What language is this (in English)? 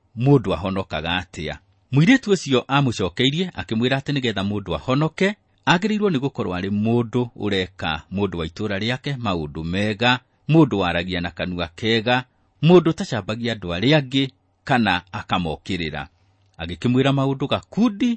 Kikuyu